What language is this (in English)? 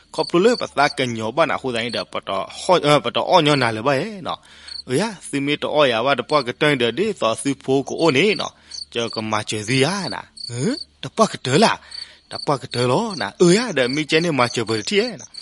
S'gaw Karen